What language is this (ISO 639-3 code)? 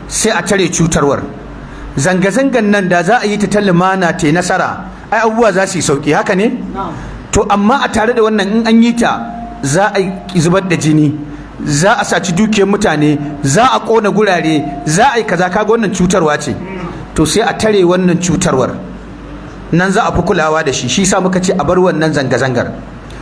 hau